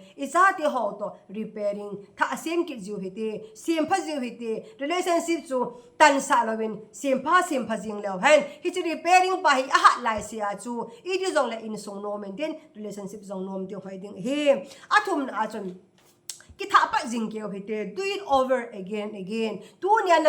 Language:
Thado Chin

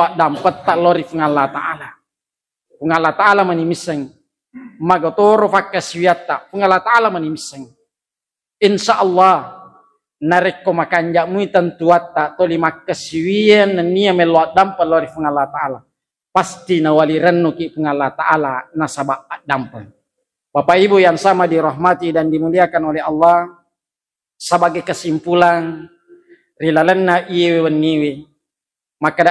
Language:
Buginese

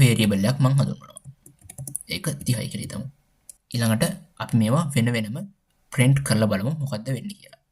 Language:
Sinhala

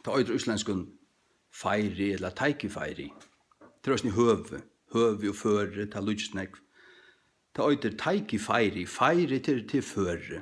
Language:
Faroese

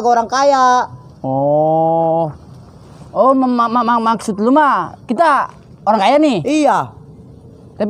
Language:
Betawi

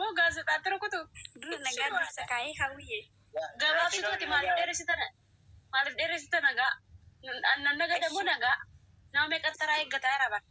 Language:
Oromo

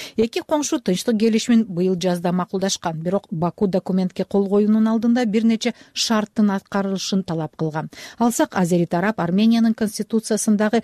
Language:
Kyrgyz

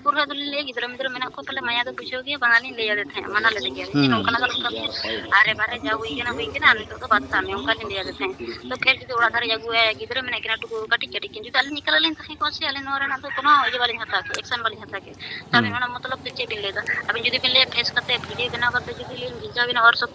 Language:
Santali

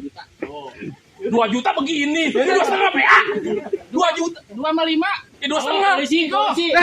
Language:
Betawi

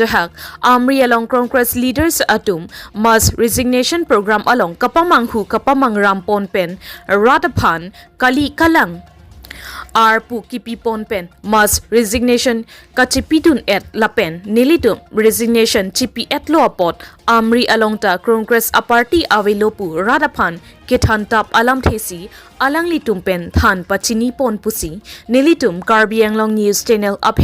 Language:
Karbi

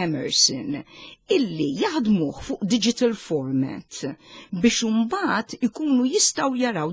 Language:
Maltese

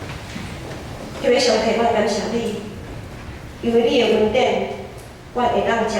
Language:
Min Nan Chinese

